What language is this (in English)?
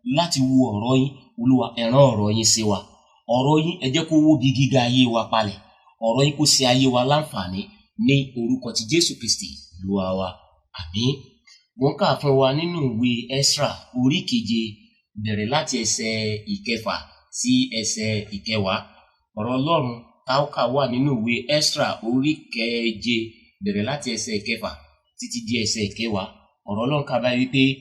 Yoruba